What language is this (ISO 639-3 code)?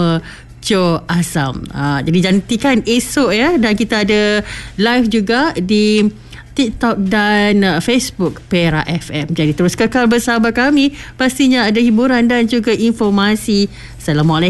msa